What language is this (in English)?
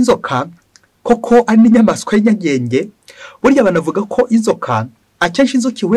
Kinyarwanda